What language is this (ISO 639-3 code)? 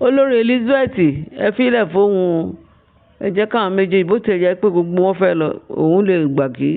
yor